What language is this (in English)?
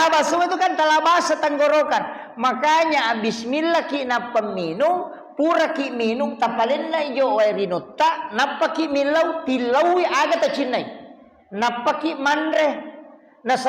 Buginese